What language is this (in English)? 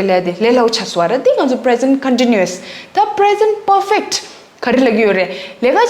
Tibetan